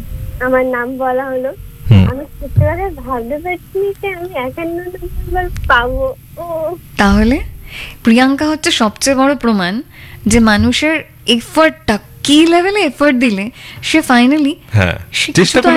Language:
Bangla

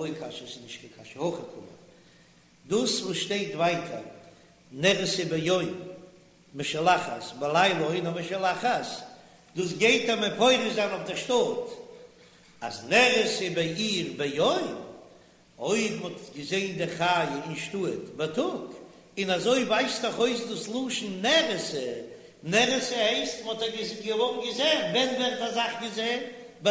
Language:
Yiddish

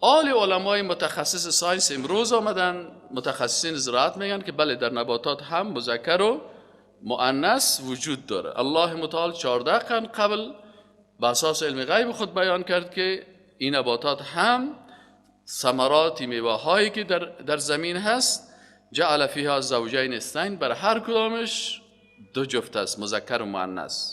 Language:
Persian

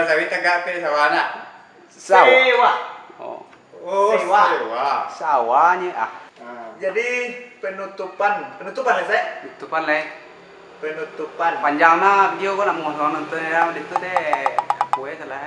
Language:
Minangkabau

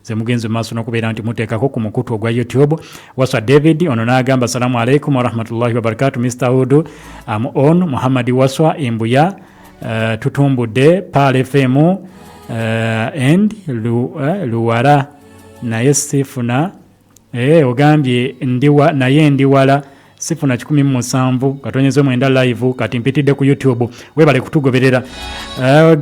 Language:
Ganda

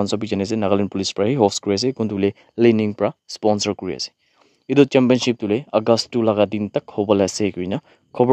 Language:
Naga Pidgin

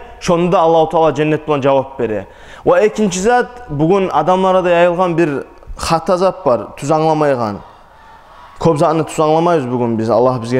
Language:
Kumyk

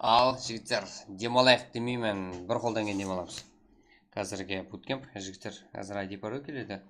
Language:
Kara-Kalpak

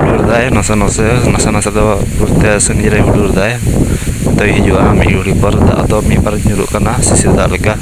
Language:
Santali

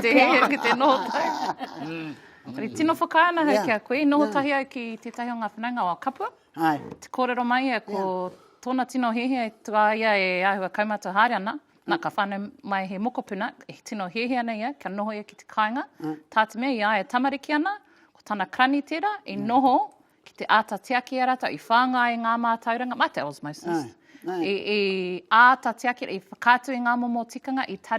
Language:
Māori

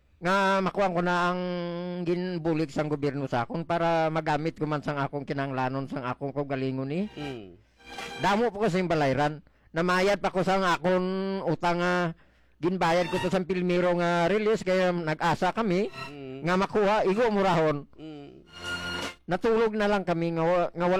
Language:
Hiligaynon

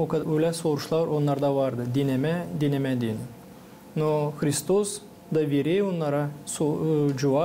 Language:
Gagauz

